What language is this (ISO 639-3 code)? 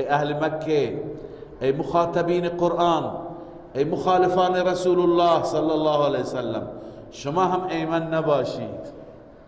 fas